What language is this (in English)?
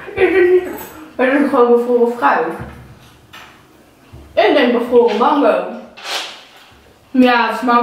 Dutch